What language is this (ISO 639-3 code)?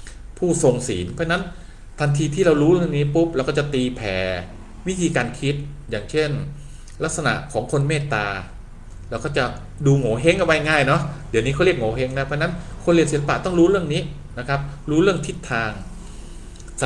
tha